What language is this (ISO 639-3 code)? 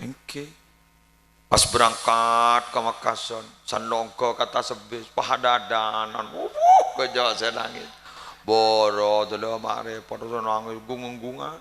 mad